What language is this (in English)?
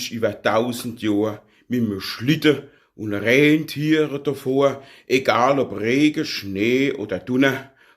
Palatine German